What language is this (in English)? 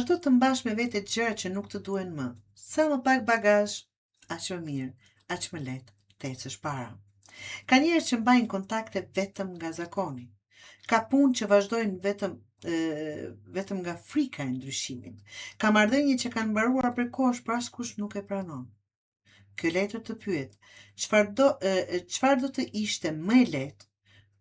Albanian